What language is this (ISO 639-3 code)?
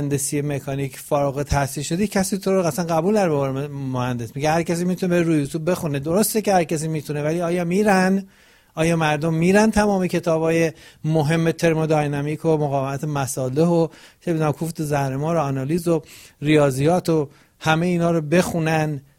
fas